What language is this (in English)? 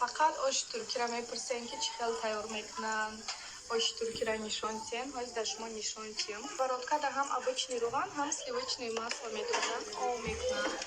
Tajik